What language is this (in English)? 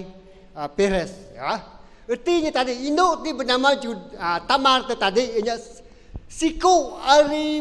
Iban